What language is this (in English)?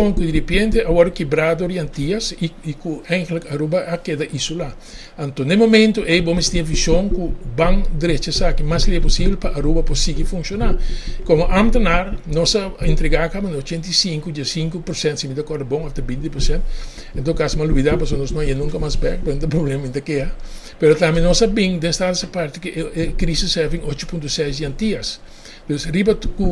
Papiamento